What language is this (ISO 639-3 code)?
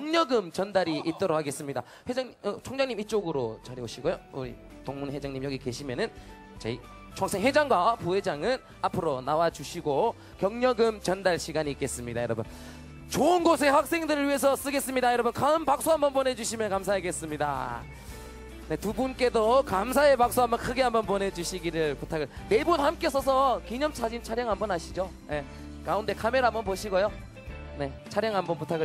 kor